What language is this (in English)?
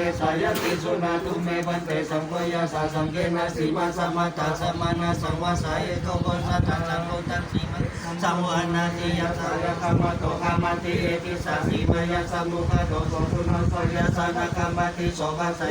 Pali